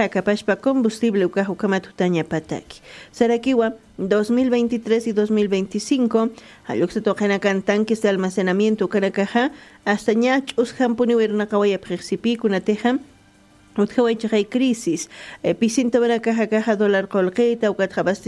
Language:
Aymara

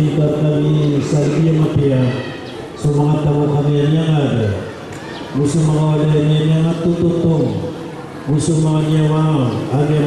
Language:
Maranao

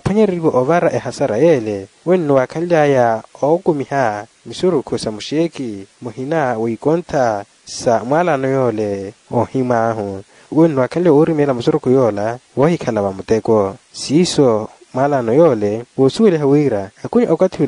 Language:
Makhuwa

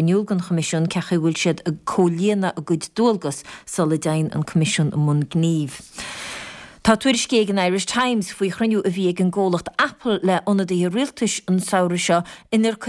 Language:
Irish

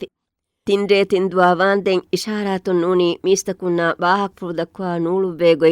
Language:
Divehi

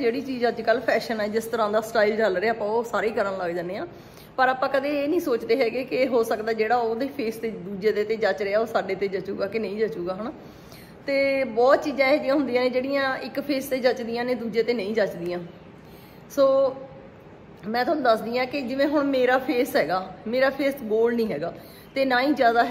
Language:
Punjabi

